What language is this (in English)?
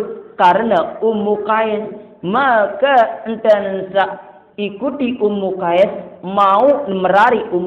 Sasak